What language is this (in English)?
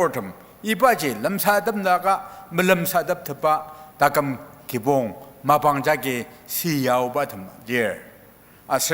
Ao Naga